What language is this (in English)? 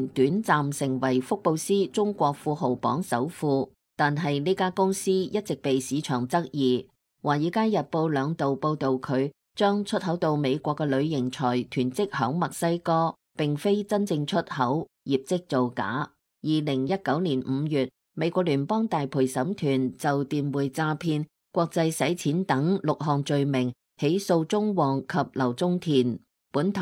Cantonese